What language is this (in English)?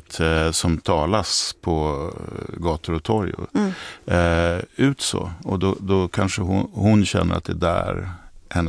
Swedish